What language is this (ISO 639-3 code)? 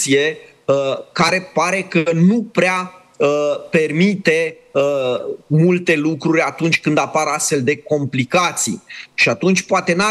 ron